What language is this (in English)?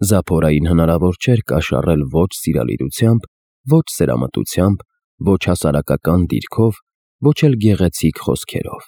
Armenian